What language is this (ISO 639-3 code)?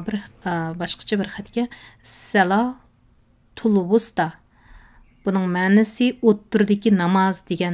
uig